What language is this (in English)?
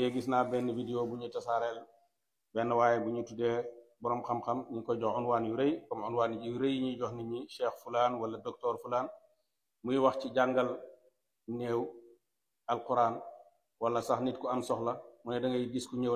Wolof